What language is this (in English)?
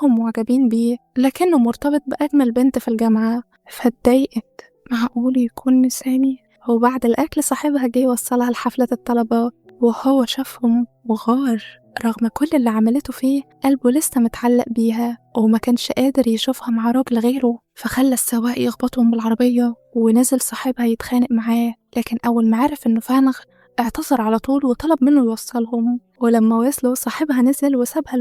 Egyptian Arabic